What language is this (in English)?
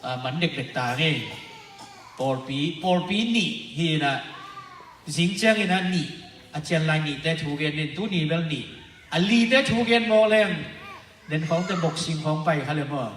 Tedim Chin